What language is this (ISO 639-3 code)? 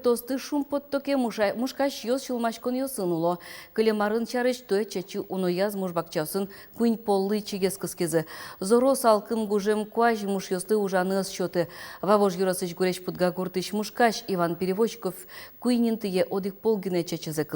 udm